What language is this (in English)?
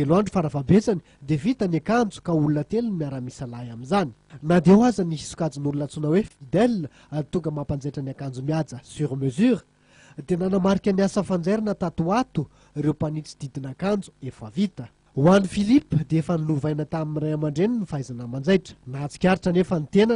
Malagasy